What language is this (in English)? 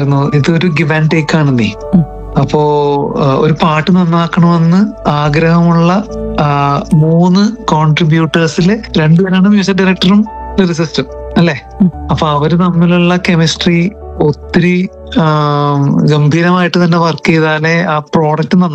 Malayalam